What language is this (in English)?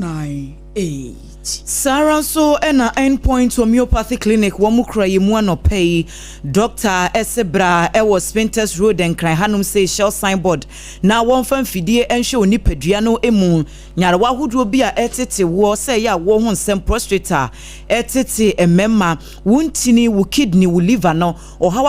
Akan